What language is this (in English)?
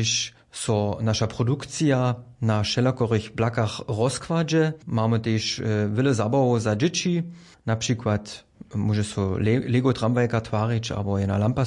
Upper Sorbian